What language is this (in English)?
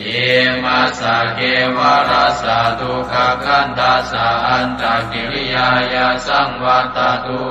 Pali